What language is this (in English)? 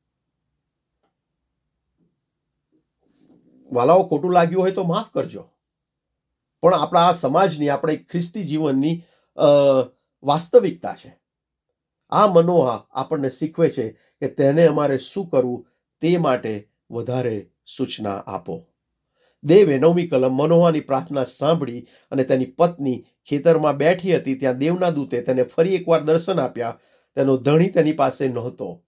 Gujarati